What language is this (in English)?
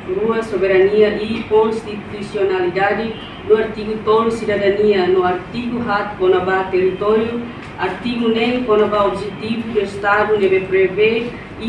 Tetum